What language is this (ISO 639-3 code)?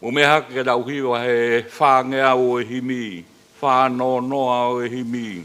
ton